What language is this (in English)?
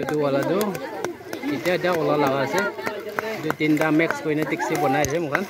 Naga Pidgin